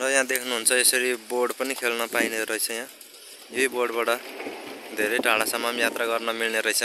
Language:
Nepali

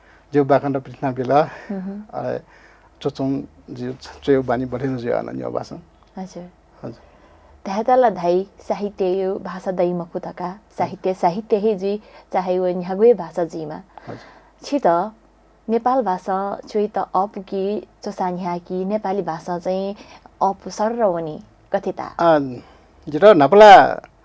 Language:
Newari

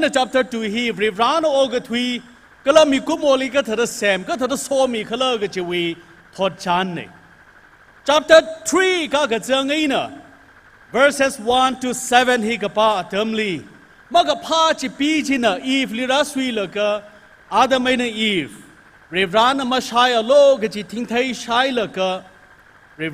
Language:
Tangkhul Naga (India)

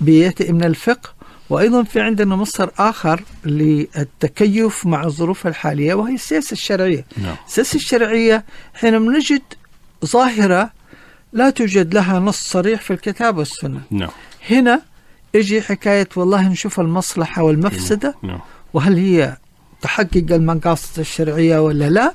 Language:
Najdi Arabic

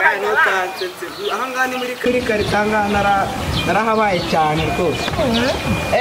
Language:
Kinyarwanda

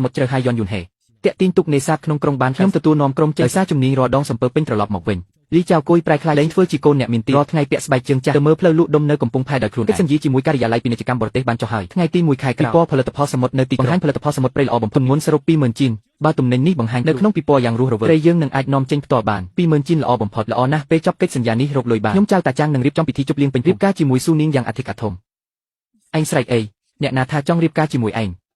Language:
Khmer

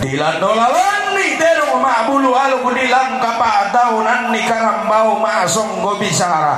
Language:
Toraja-Sa'dan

